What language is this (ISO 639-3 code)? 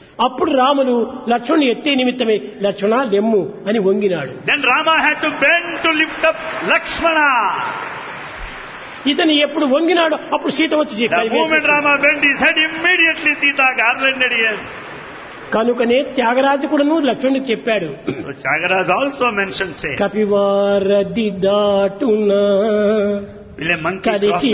tel